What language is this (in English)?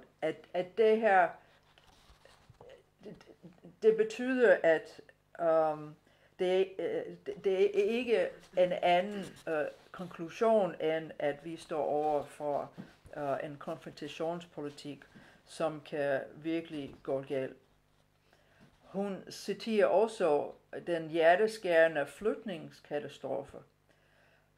Danish